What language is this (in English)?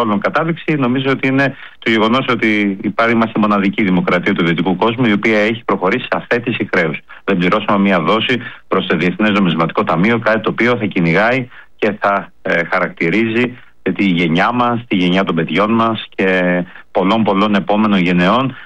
Greek